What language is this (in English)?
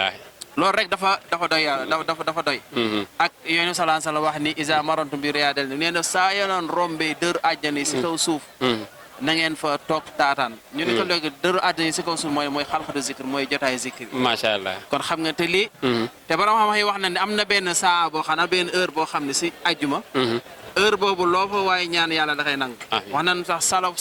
Wolof